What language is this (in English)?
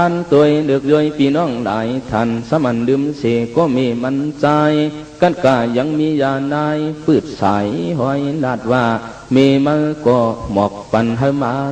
Shan